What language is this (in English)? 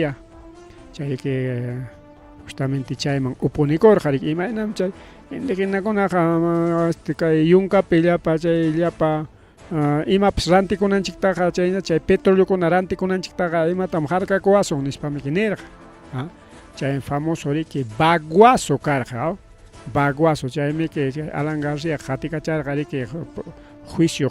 Ayacucho Quechua